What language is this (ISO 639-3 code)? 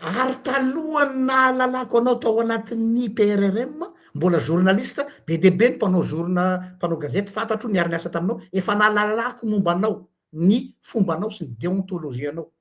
mlg